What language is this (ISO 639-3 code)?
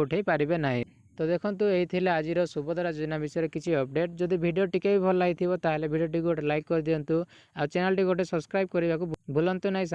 ori